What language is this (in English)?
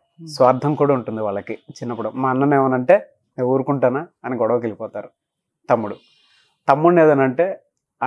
Telugu